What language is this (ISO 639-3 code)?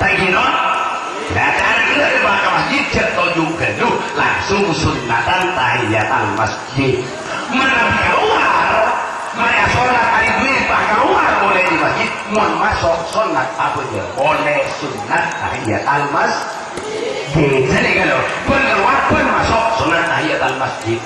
mad